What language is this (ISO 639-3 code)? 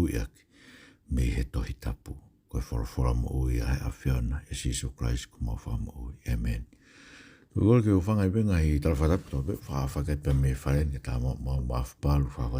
ton